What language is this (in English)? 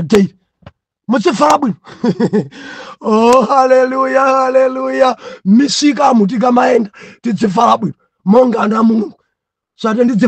Nyanja